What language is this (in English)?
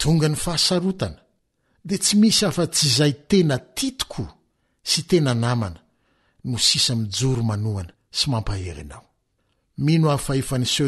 Malagasy